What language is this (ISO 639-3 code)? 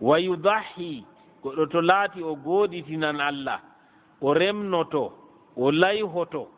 ful